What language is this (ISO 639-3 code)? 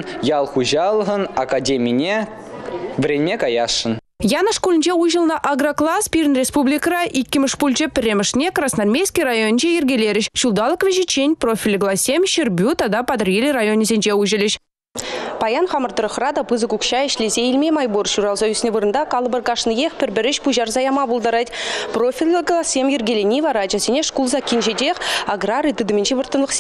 chv